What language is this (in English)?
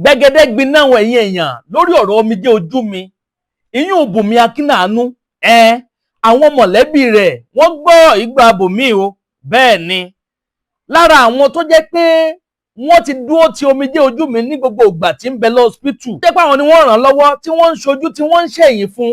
Yoruba